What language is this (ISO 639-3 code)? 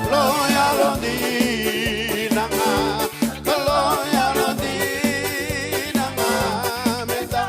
fij